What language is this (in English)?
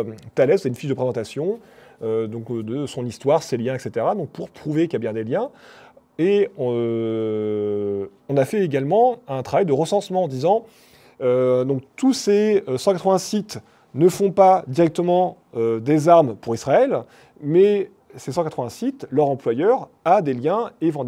French